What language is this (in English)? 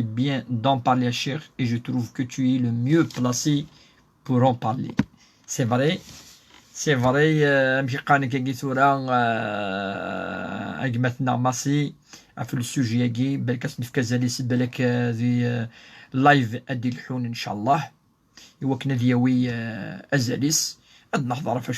Kabyle